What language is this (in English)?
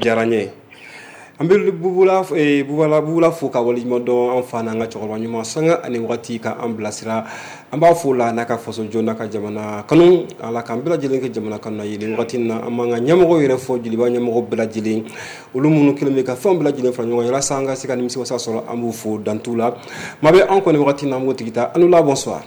Bambara